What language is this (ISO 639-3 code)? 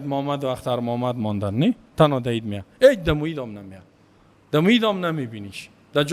fas